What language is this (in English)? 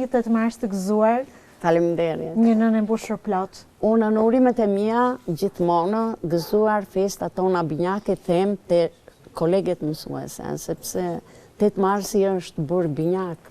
Albanian